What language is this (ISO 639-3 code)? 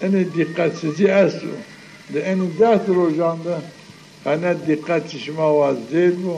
zza